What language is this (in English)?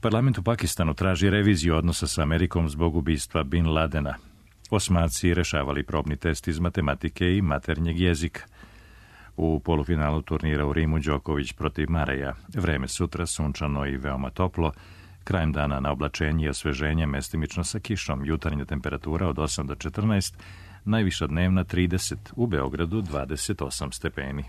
Serbian